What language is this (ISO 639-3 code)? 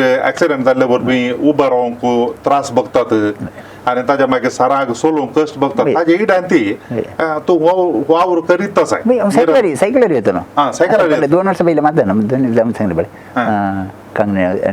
kok